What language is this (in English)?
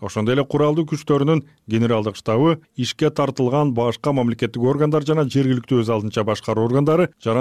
Kyrgyz